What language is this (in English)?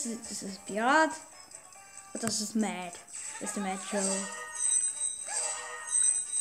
German